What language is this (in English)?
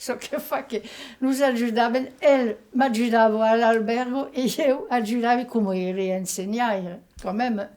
Occitan